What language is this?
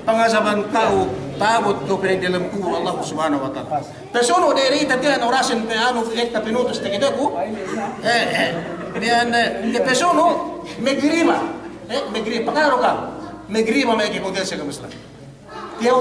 Yakan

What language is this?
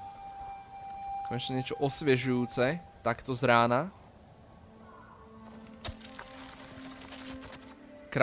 Slovak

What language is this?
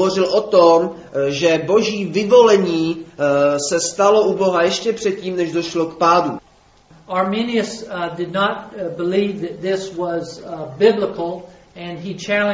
Czech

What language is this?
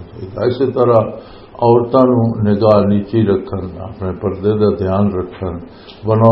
Western Panjabi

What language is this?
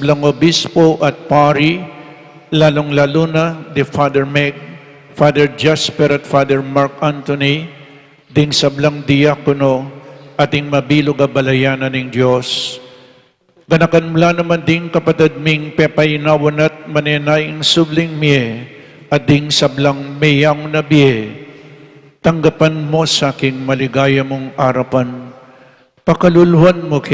Pampanga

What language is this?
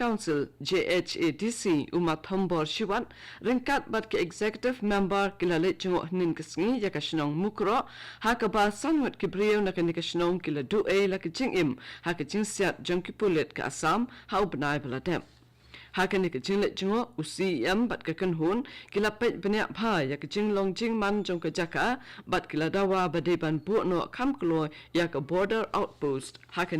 Khasi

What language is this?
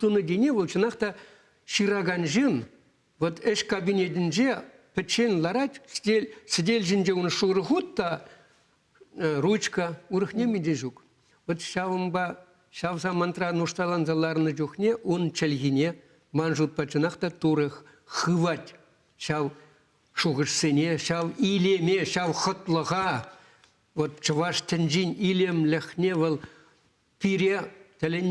Chuvash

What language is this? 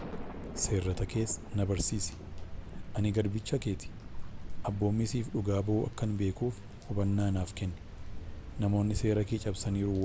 Oromo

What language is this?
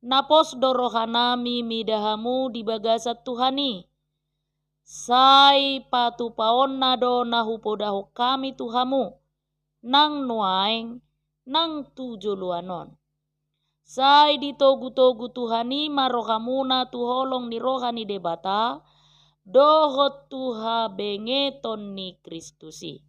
Batak Toba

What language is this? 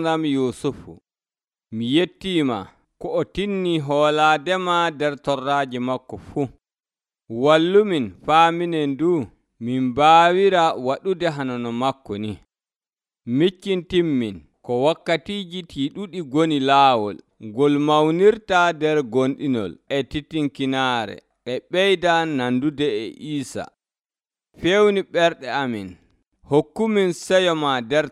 Nigerian Fulfulde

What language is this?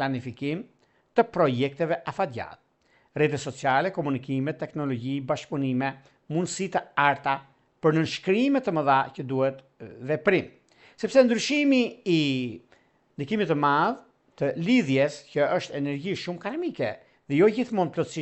Albanian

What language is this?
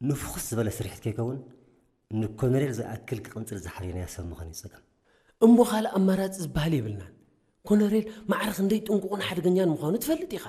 Tigrinya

